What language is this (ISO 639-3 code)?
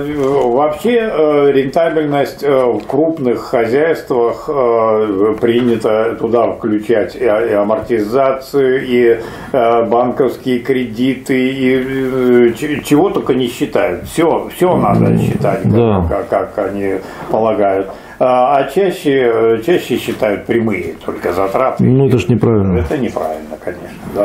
rus